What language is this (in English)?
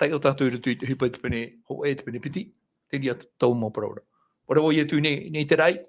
Tahitian